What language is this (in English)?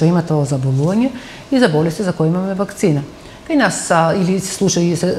Macedonian